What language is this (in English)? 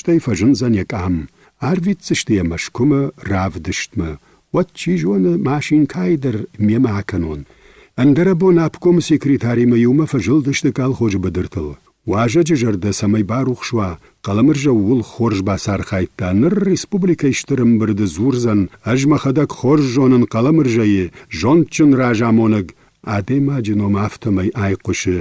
Ossetic